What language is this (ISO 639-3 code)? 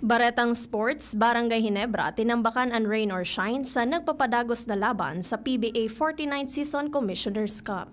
bik